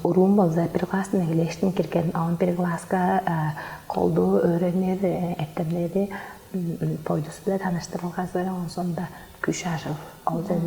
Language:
Tuvinian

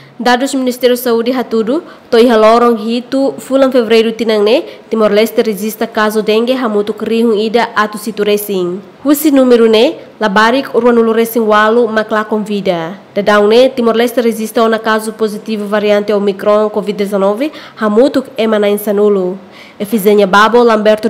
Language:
Tetum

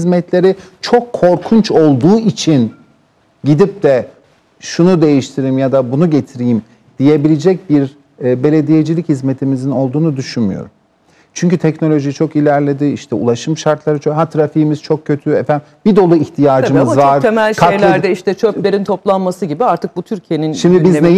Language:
Turkish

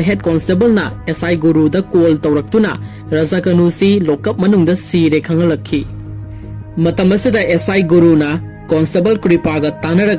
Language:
Manipuri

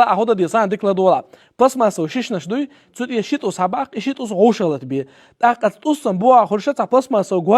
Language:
Chechen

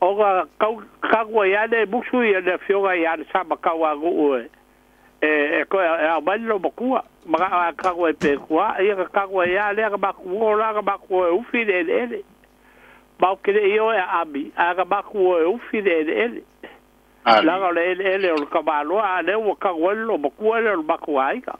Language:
Samoan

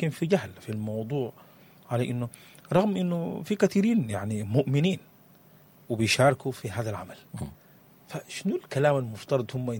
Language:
Sudanese Arabic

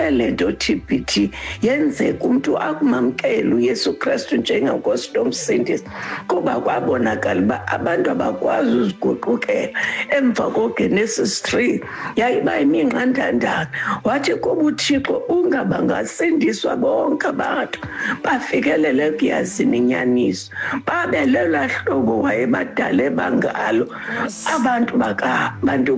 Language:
Xhosa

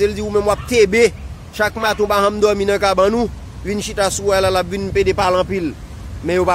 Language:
Haitian Creole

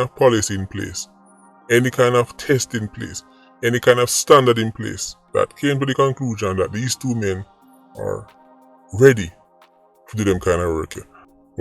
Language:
Jamaican Creole English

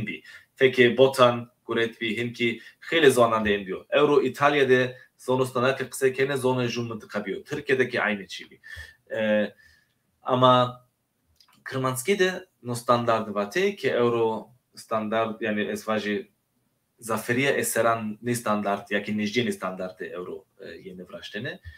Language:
Zaza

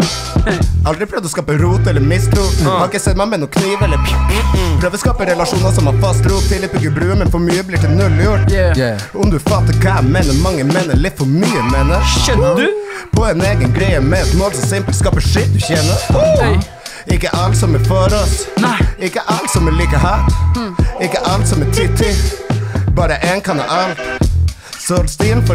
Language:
Norwegian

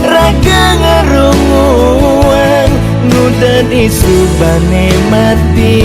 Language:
Balinese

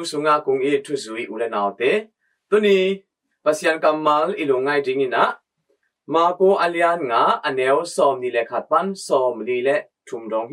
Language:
Tedim Chin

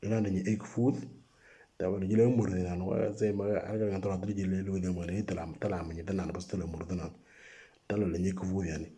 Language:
Moro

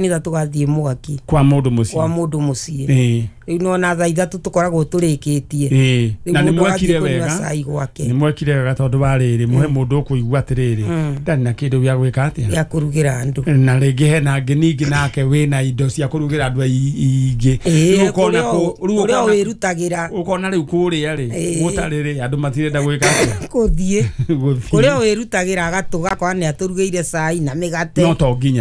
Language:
Kikuyu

